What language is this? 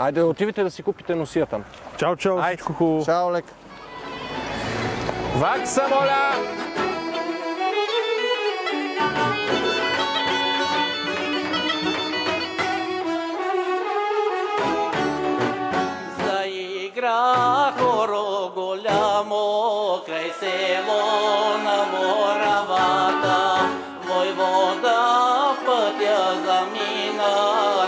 Bulgarian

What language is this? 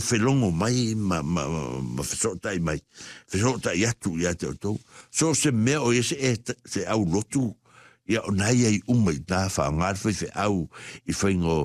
Samoan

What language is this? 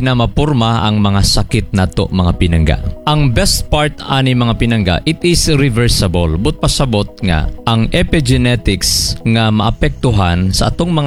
Cebuano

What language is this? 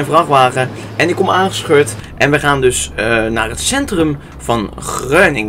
Dutch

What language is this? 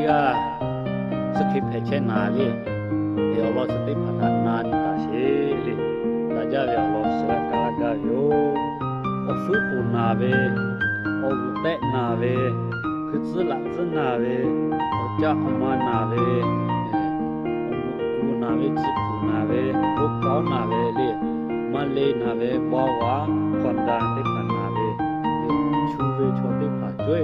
Lahu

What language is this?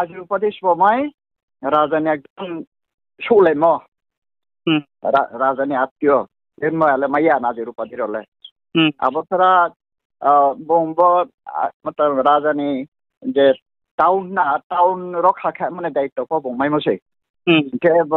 Riang (India)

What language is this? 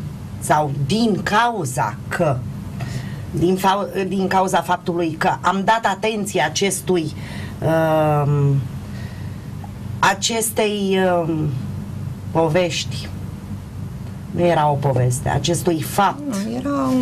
Romanian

